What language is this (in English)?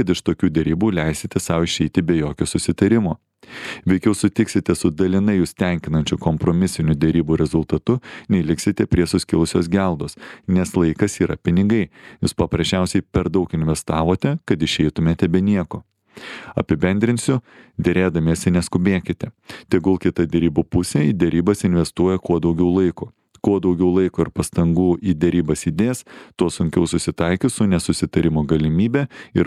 Lithuanian